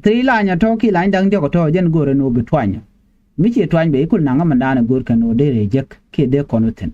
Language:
Nuer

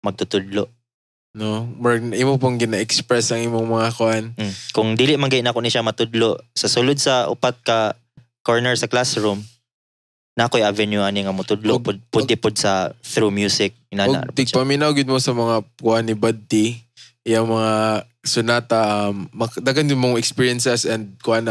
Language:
Cebuano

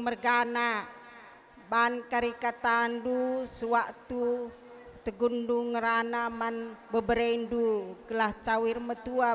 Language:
Batak Karo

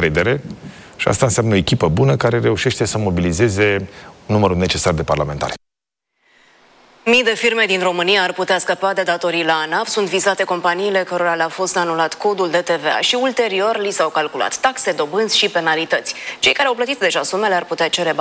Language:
Romanian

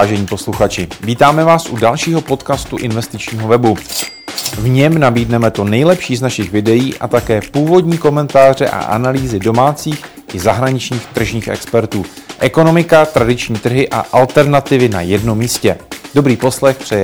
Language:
Czech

